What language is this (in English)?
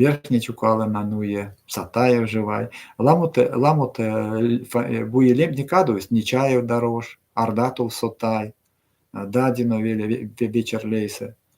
Erzya